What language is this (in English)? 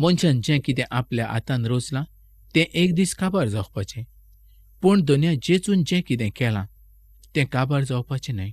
Konkani